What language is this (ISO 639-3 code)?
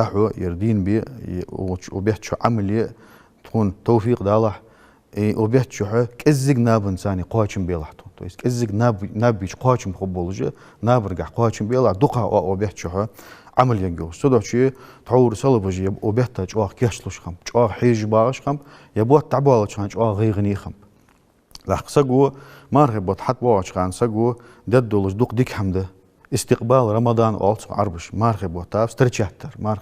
inh